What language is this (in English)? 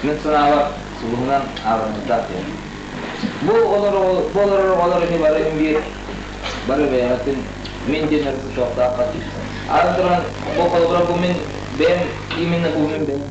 Yakut